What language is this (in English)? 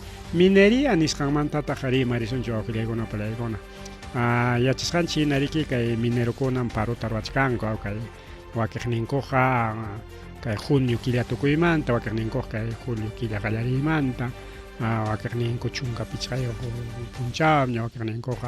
Ayacucho Quechua